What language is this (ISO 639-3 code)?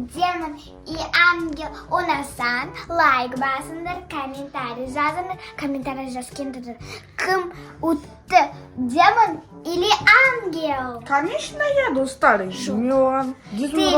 kaz